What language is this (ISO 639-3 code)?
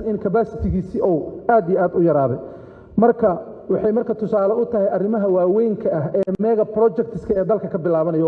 som